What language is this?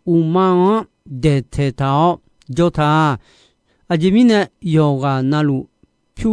Akha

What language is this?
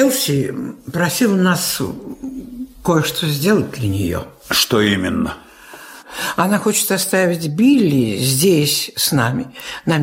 Russian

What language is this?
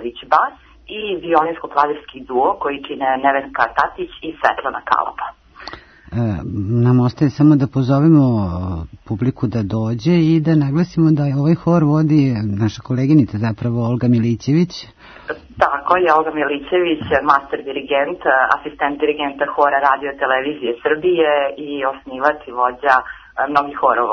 Serbian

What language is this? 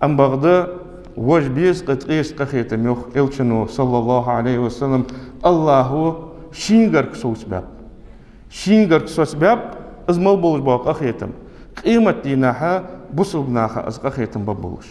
Ingush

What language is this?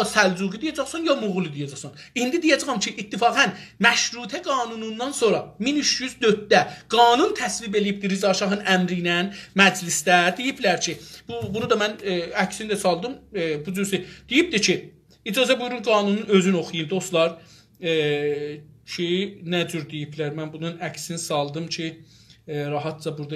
South Azerbaijani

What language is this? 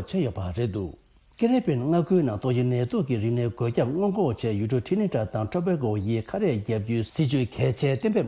Tibetan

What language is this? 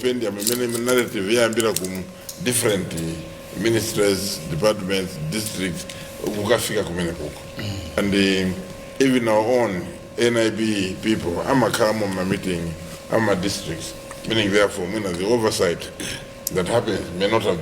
Nyanja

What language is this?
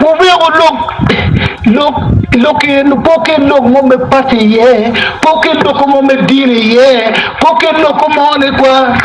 Acoli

